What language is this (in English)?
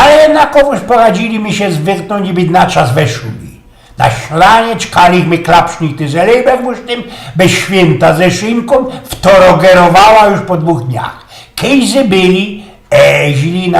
Silesian